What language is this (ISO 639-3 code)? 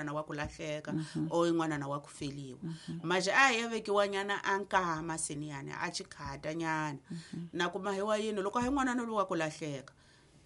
tso